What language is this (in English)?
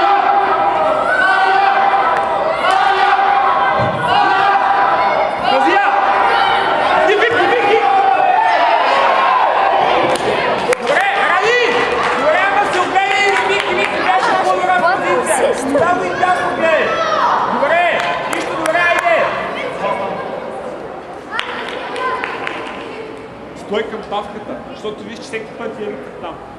Bulgarian